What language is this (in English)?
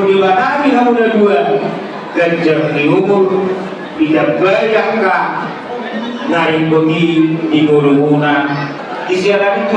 Batak Toba